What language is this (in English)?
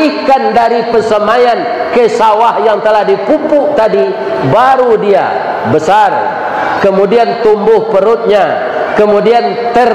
Minangkabau